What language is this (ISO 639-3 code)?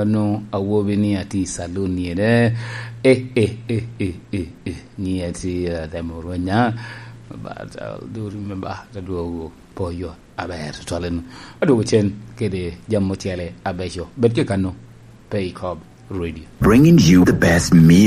laj